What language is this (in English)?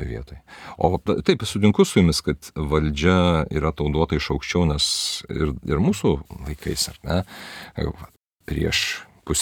Lithuanian